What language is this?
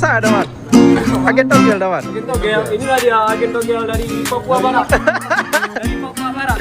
Minangkabau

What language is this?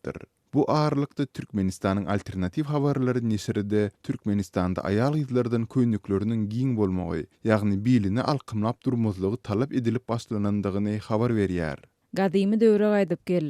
Turkmen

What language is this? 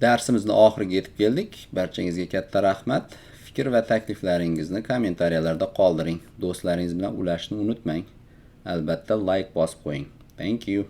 Uzbek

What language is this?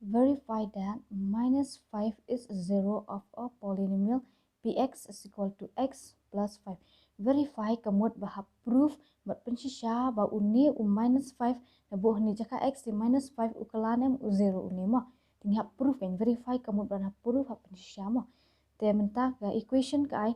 Khasi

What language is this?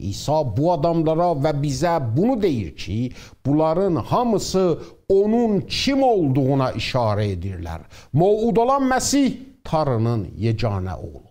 South Azerbaijani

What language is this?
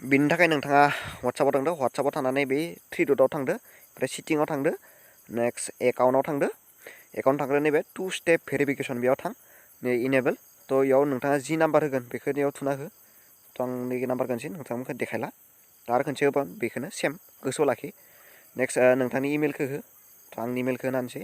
Bodo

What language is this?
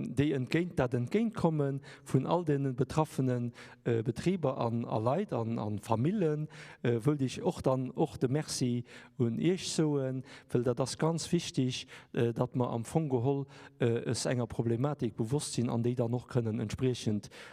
Luxembourgish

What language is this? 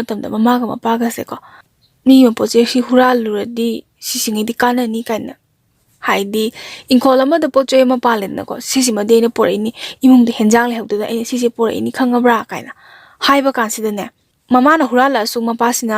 Manipuri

